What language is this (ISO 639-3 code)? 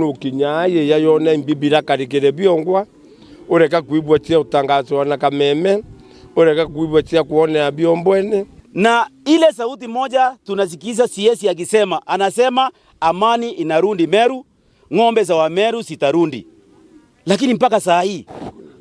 mer